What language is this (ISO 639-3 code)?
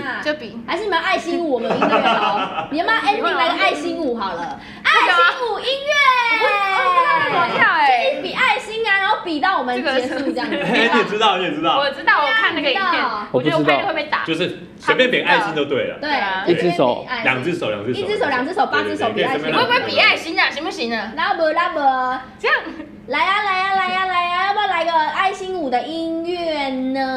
zho